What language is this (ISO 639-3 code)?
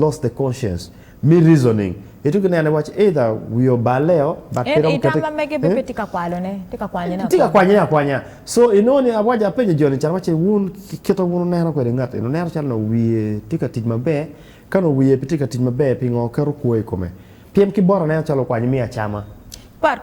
ach